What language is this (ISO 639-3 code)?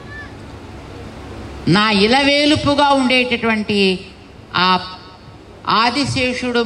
tel